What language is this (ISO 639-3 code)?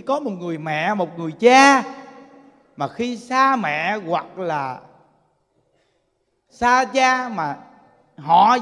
vie